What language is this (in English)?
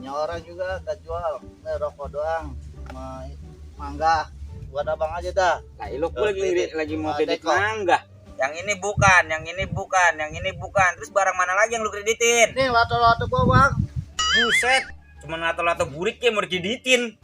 Betawi